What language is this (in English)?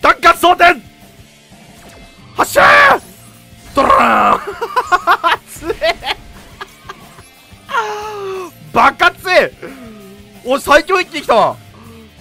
Japanese